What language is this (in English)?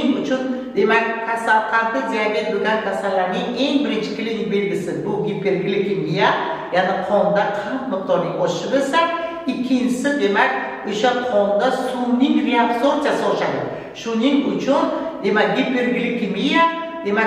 Uzbek